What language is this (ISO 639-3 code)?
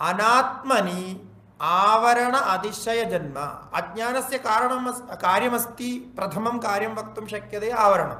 san